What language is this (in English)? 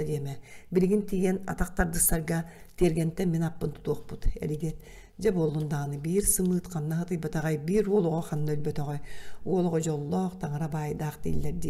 Yakut